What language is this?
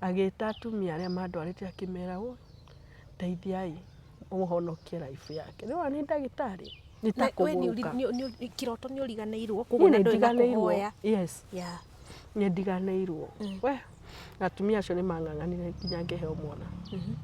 Kikuyu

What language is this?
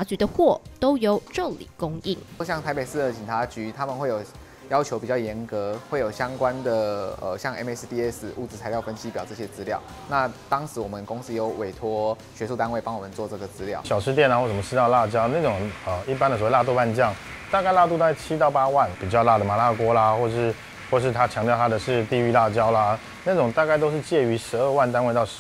Chinese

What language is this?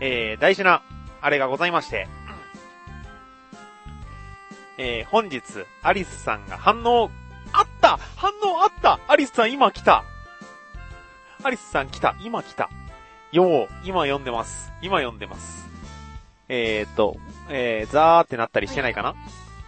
Japanese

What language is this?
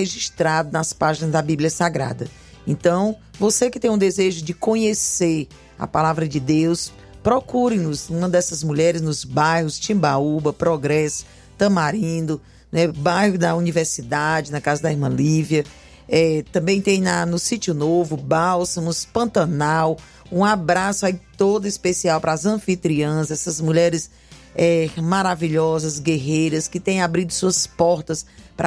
Portuguese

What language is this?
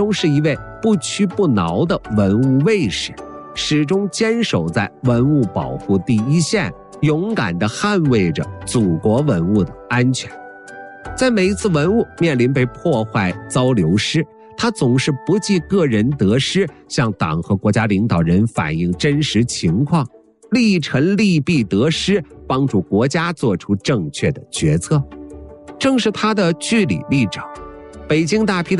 Chinese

